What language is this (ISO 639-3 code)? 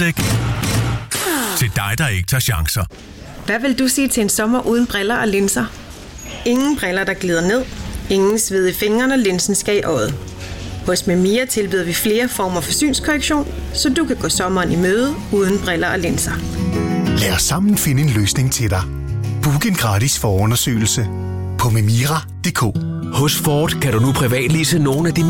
dan